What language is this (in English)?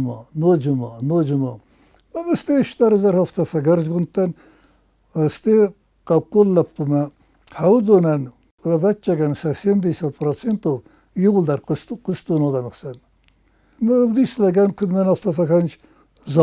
Ossetic